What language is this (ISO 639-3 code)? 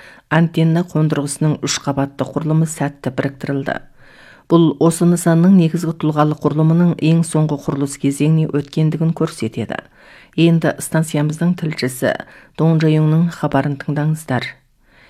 kaz